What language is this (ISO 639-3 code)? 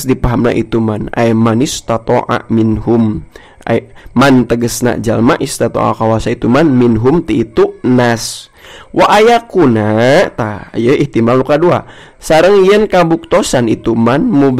sun